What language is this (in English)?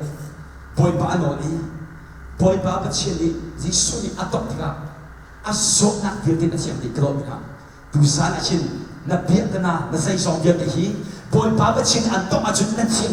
Hakha Chin